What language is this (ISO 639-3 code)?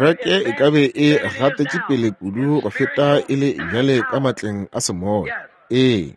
nso